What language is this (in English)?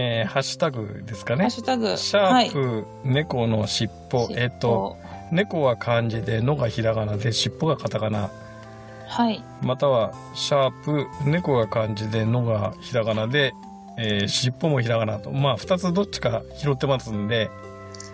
Japanese